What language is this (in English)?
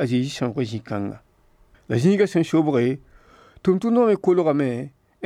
Mossi